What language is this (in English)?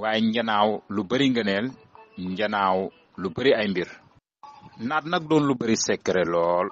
Wolof